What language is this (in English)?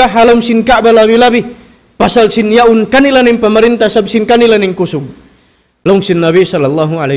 Tausug